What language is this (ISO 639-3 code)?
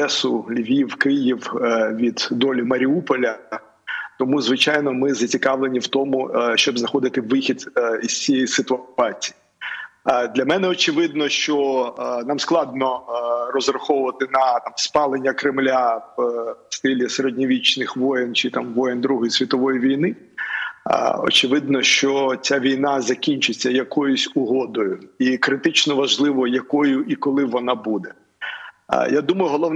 ukr